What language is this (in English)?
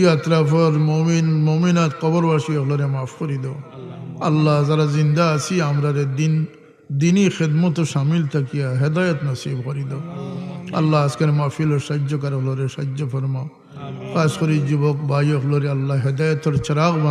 Sylheti